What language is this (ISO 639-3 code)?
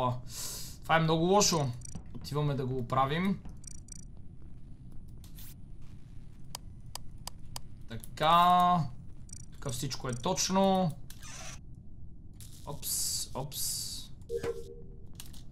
bul